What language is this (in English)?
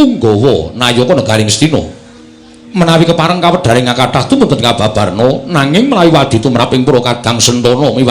Javanese